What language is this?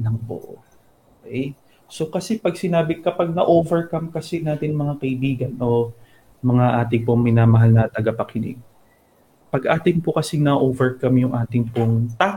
Filipino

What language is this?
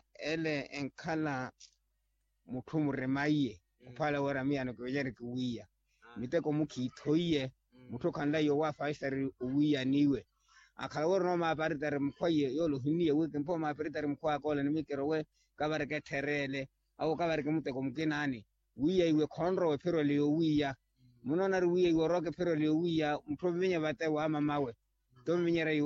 Makhuwa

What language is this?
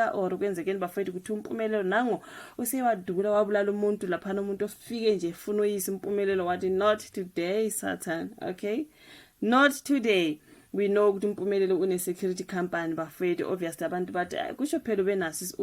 Zulu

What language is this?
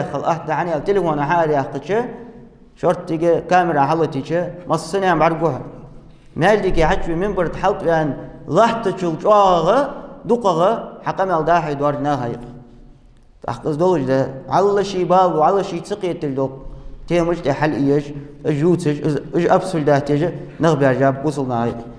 Ingush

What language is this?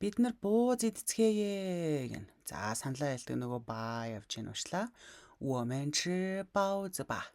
Mongolian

